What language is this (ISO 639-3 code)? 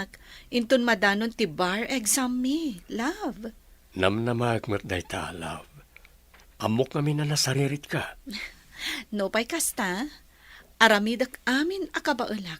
ilo